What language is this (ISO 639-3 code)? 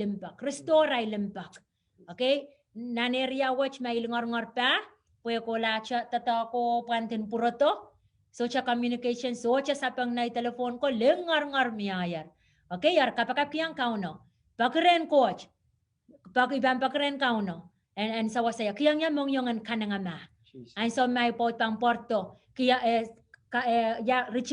pon